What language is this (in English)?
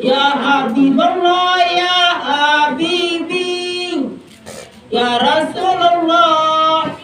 Minangkabau